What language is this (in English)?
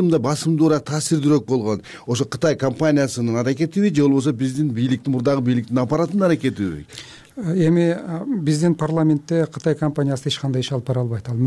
Kyrgyz